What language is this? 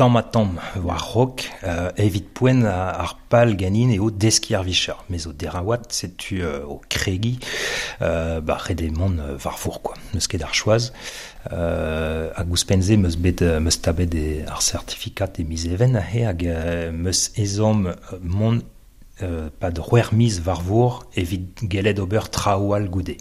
Breton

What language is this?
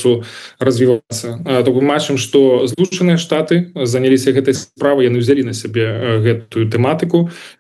Belarusian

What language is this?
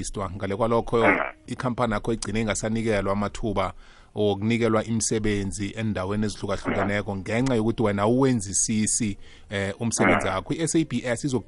South Ndebele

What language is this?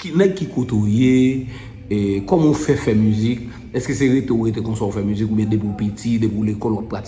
Haitian Creole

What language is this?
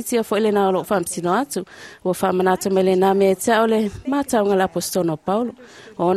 Samoan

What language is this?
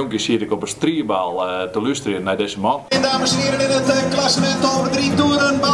Western Frisian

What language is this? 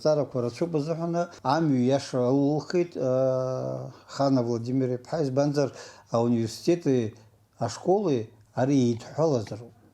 Abkhazian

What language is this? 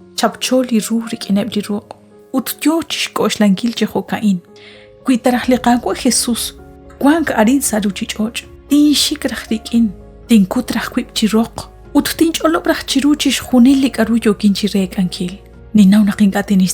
Kekchí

